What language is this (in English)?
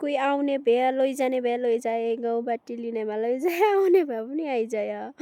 Nepali